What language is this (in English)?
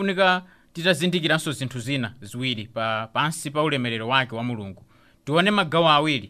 Nyanja